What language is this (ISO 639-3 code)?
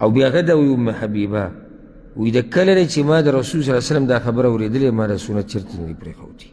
pus